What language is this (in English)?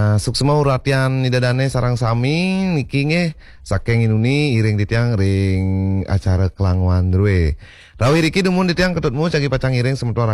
Balinese